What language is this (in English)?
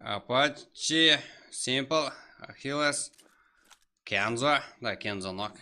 Kara-Kalpak